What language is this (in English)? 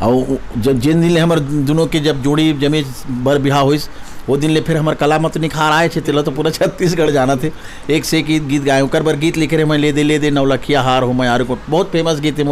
Chhattisgarhi